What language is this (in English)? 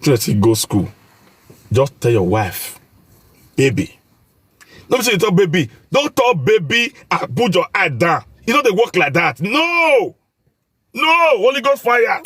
Nigerian Pidgin